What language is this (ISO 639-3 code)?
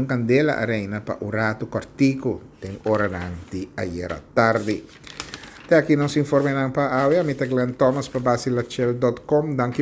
pap